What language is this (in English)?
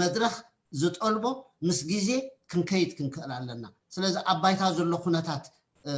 Tigrinya